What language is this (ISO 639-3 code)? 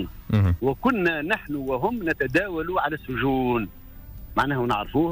aeb